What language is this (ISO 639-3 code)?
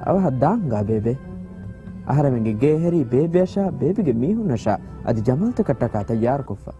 div